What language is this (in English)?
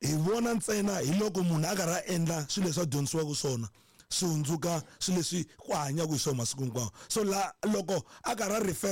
Tsonga